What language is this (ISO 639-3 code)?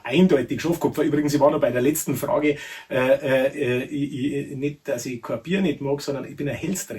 bar